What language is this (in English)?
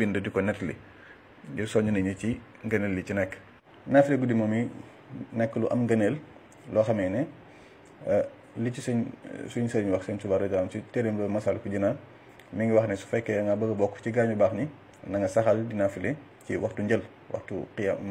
Wolof